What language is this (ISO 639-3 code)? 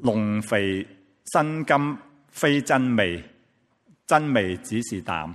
yue